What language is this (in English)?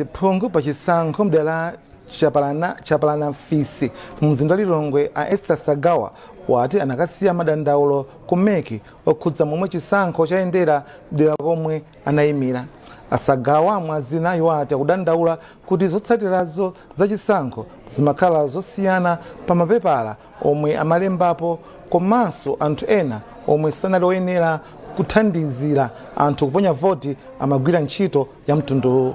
Nyanja